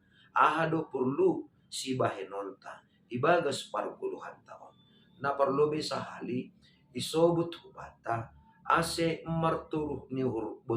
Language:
Batak Simalungun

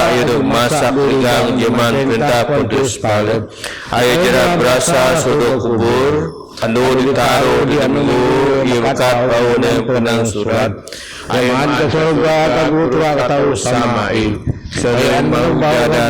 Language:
Biatah Bidayuh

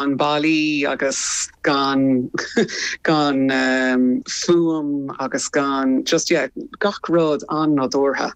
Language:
Irish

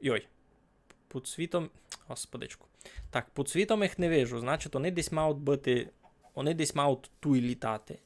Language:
Rusyn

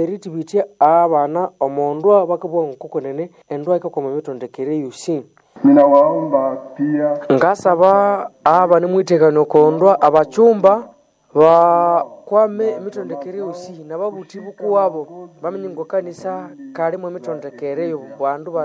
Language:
Nande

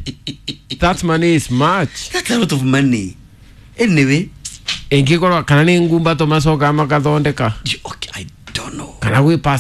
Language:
Kikuyu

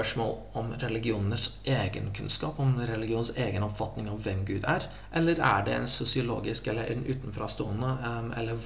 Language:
Norwegian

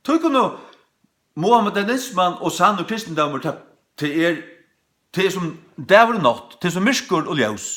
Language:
Faroese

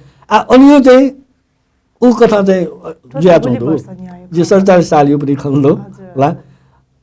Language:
Newari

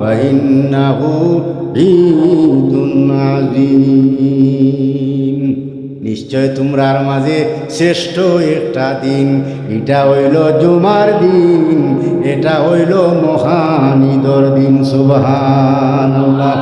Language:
Sylheti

